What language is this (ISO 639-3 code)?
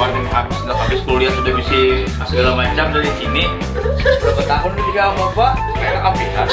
bjn